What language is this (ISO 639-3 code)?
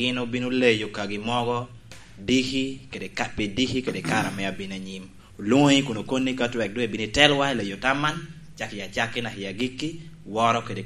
laj